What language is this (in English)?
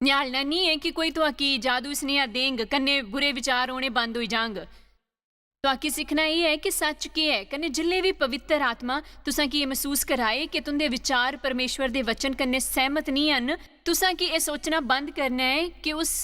Dogri